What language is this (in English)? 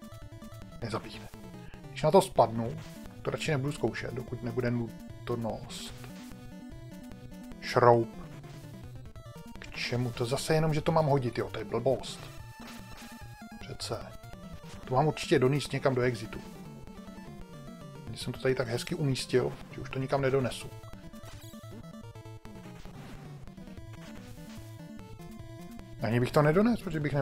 Czech